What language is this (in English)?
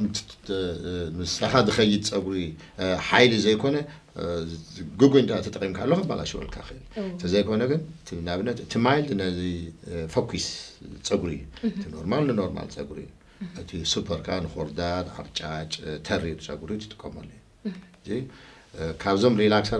Tigrinya